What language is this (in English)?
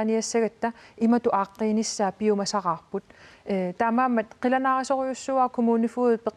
Kalaallisut